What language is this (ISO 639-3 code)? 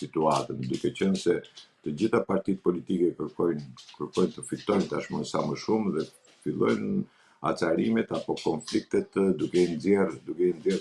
sqi